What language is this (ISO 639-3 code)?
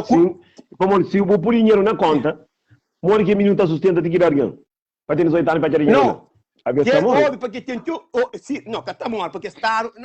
kea